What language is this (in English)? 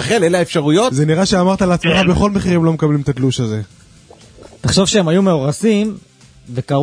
Hebrew